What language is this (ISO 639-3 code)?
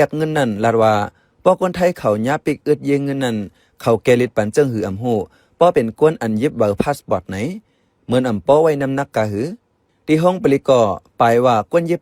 shn